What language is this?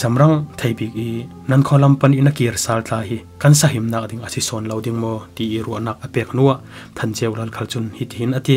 Falam Chin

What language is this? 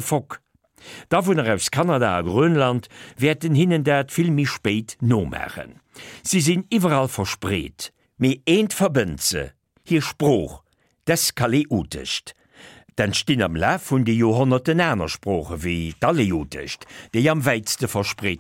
Luxembourgish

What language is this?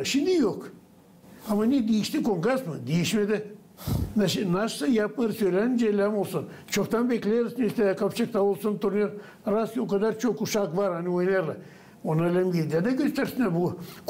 Gagauz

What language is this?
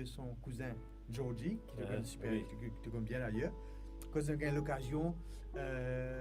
Morisyen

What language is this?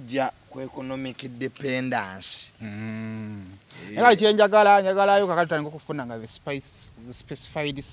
Ganda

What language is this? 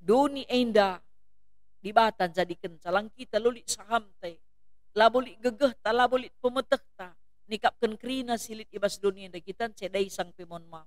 Batak Karo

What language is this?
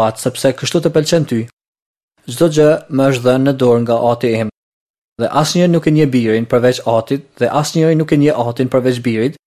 Albanian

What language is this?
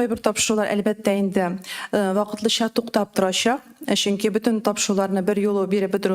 Tatar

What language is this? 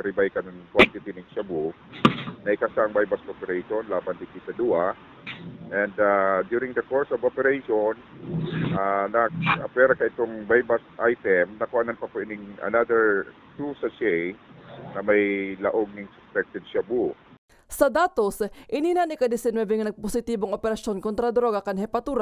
Bikol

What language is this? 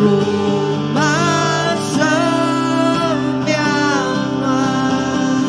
Iban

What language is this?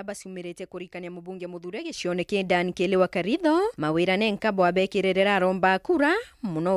Meru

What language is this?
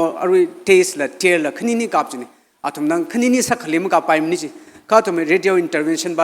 Tangkhul Naga (India)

